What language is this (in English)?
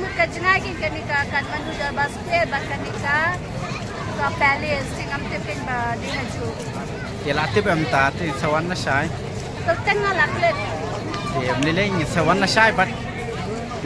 Khasi